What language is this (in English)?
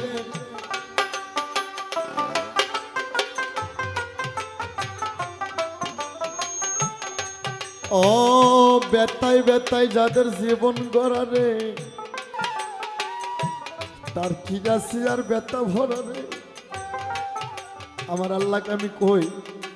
Bangla